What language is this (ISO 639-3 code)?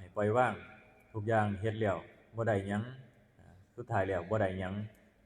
tts